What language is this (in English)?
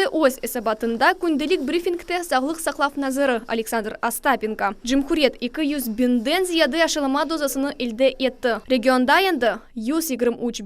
Crimean Tatar